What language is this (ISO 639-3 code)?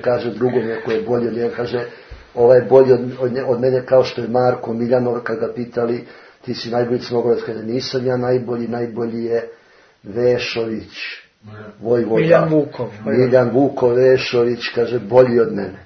srp